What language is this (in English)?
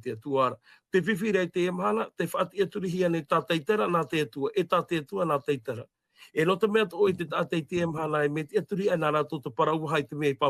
Tahitian